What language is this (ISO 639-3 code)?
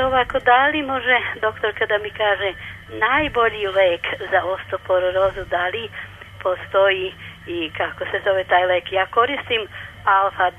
srp